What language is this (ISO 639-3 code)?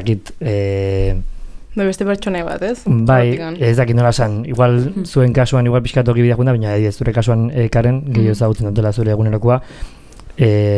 eus